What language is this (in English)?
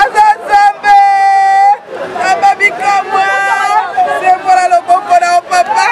Lingala